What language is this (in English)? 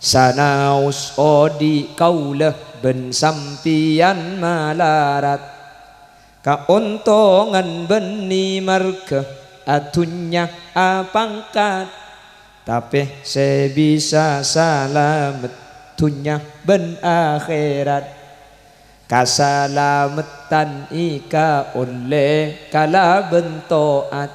Madurese